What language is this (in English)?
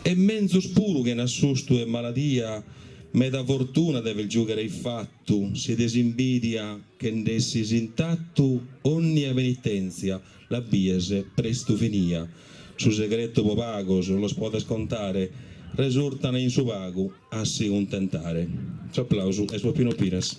Sardinian